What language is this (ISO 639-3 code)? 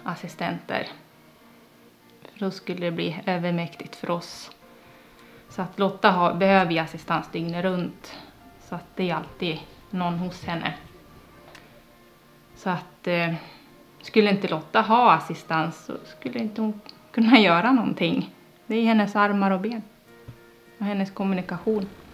swe